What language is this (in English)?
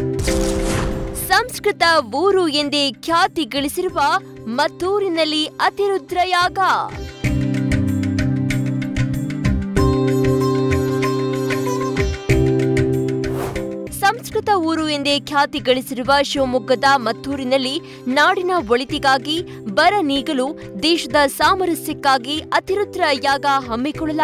Kannada